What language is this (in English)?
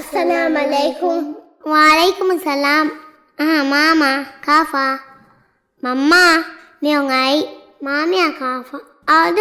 Divehi